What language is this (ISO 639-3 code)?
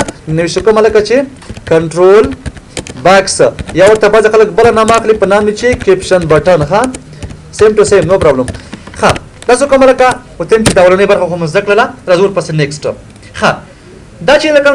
pus